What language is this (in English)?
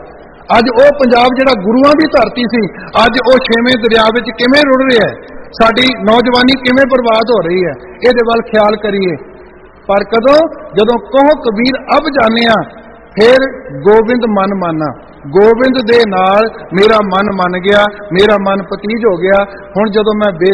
Punjabi